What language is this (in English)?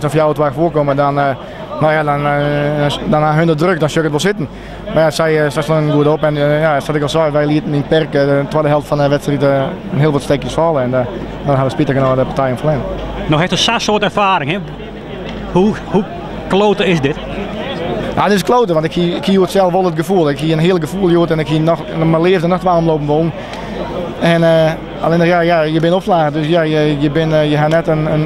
Western Frisian